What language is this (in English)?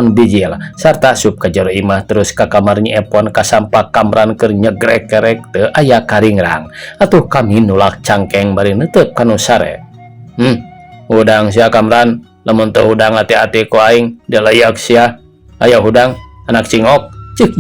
Sundanese